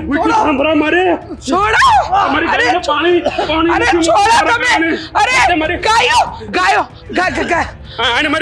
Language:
Gujarati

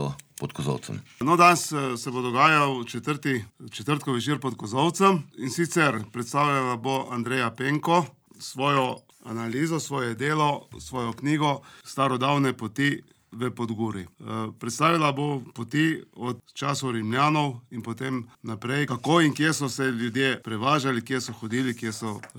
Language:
Slovenian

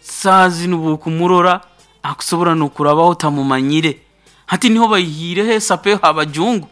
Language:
Nyoro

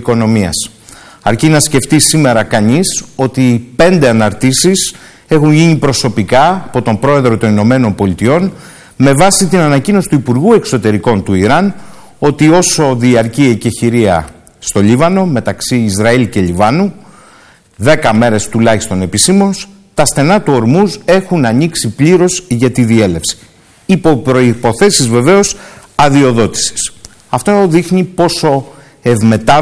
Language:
Greek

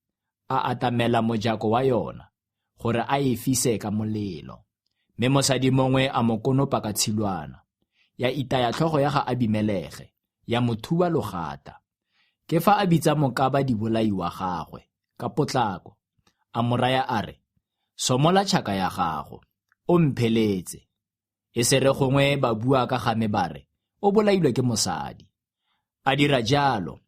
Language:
Tswana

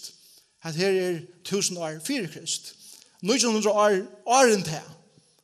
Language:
Faroese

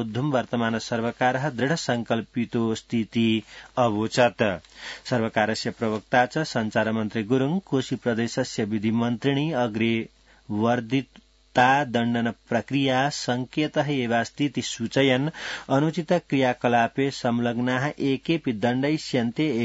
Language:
Sanskrit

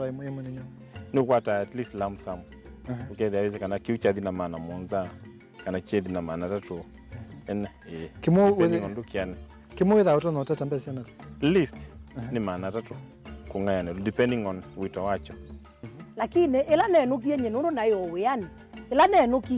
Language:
Kamba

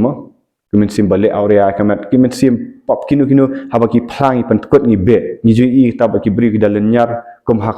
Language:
Khasi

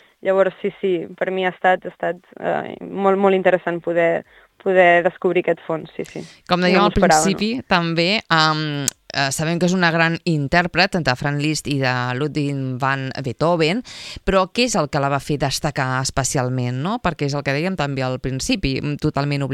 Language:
Catalan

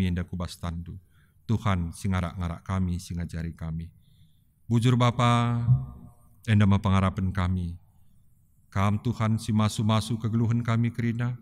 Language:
Batak Karo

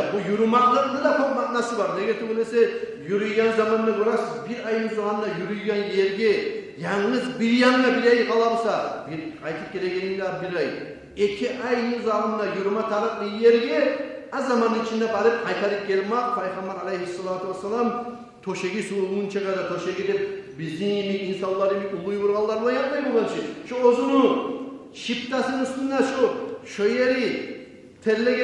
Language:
Kumyk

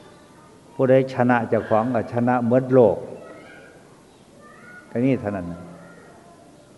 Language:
Thai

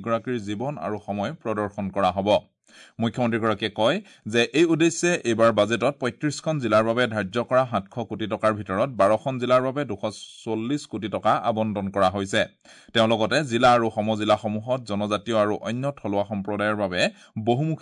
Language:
Assamese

